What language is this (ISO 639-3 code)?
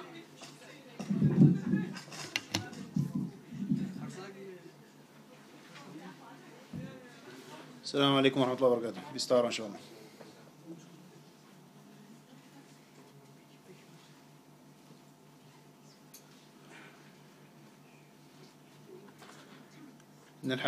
dan